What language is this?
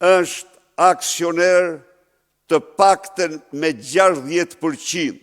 Albanian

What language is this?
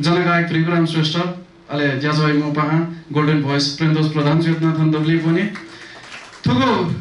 Newari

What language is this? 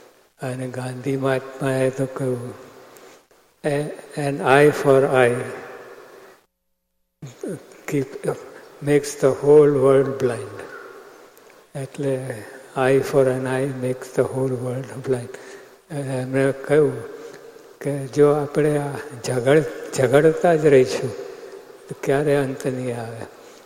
Gujarati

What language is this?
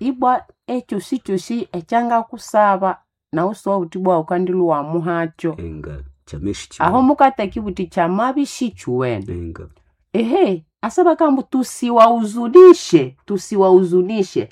Nande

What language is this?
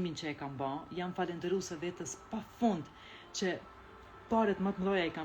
Albanian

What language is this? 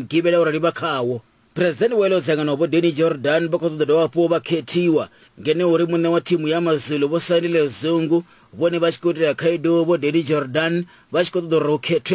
Venda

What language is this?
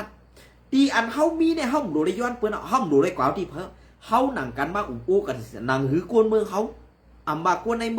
Shan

